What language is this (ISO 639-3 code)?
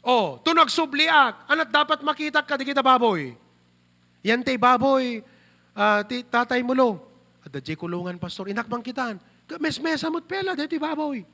ilo